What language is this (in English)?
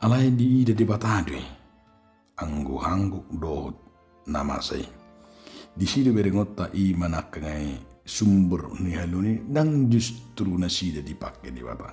Batak Toba